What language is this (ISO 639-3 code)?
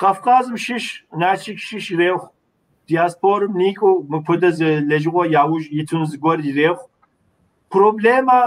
kbd